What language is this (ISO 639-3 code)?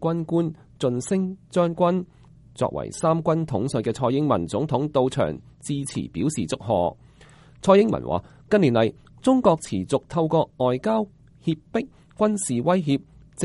yue